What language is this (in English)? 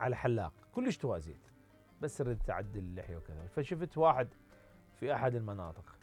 Mesopotamian Arabic